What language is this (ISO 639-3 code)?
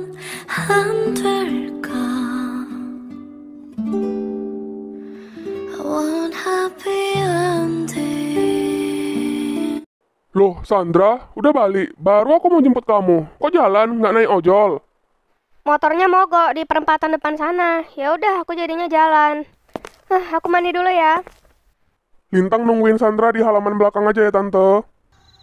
ind